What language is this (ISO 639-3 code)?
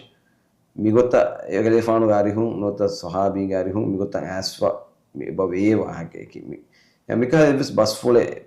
div